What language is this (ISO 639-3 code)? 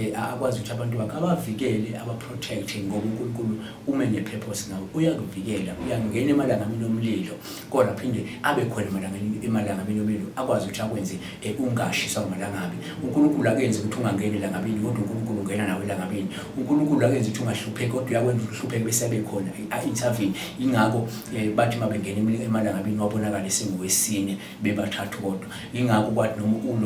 zul